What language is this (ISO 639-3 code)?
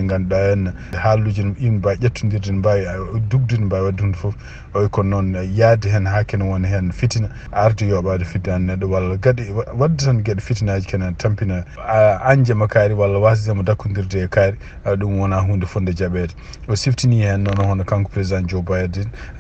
ful